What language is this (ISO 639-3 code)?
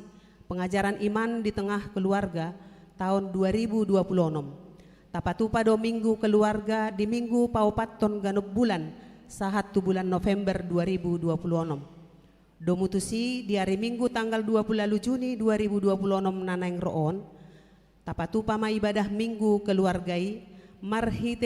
bbc